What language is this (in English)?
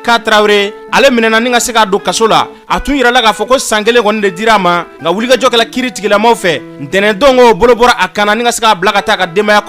Bambara